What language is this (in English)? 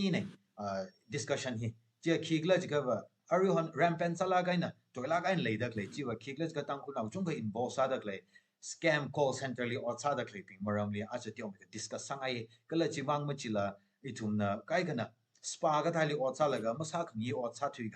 Tangkhul Naga (India)